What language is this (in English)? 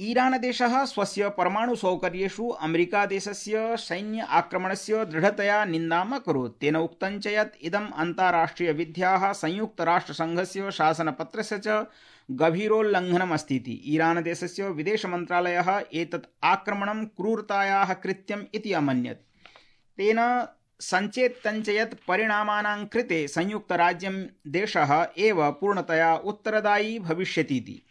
Sanskrit